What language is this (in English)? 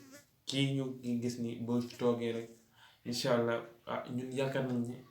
Wolof